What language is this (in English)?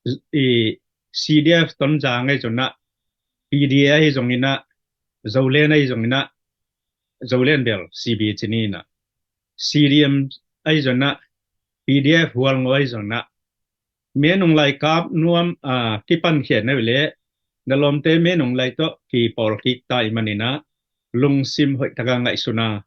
Tedim Chin